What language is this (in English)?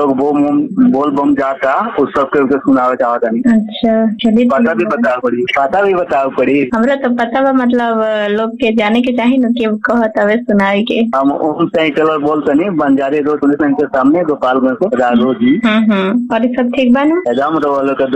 Bhojpuri